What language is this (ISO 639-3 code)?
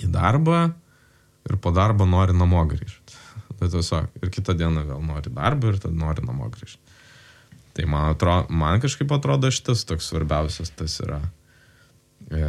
lit